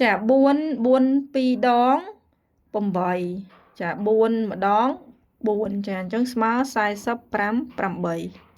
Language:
Khmer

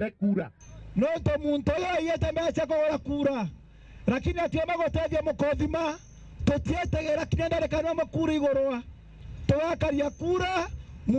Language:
Meru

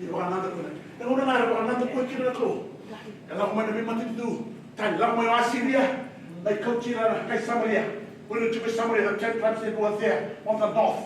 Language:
Fijian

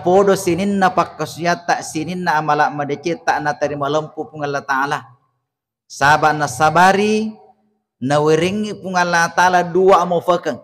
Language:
Buginese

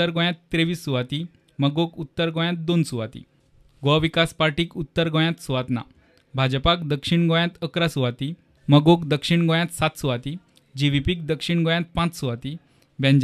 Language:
Konkani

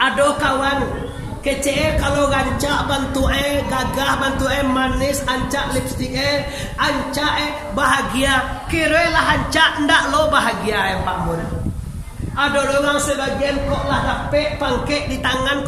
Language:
Minangkabau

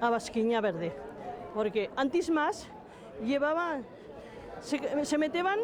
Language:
Aragonese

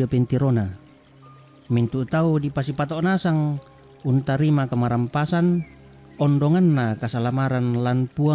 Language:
Toraja-Sa'dan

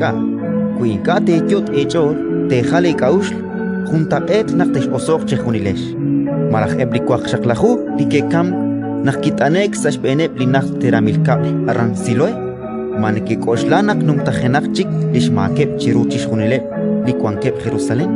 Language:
Kekchí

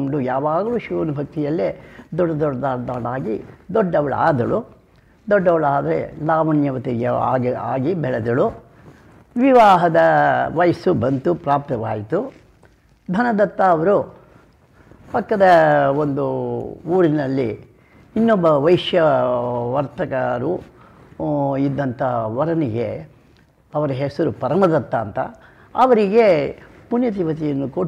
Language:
Kannada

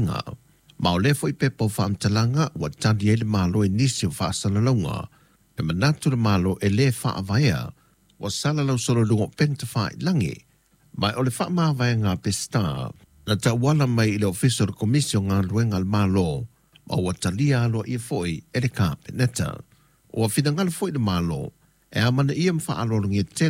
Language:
Samoan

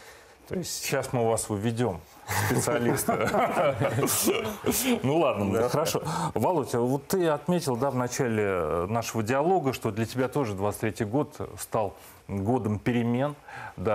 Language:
Russian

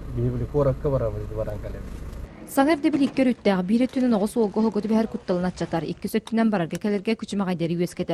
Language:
Yakut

